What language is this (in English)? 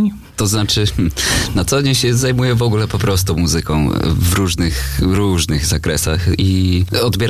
Polish